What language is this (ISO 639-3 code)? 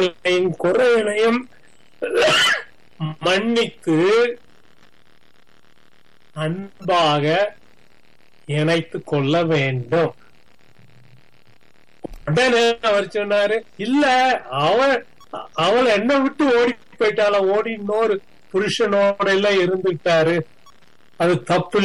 tam